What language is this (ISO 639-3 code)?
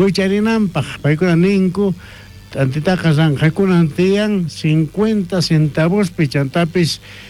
quh